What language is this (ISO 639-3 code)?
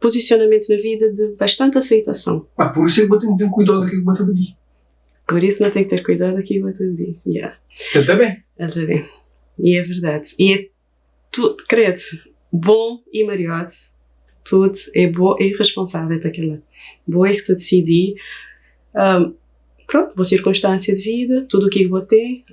kea